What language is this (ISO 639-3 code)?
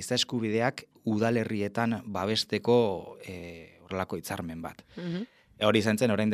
eus